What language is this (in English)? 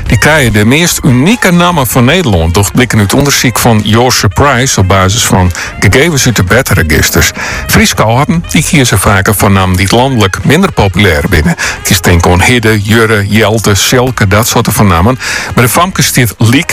Dutch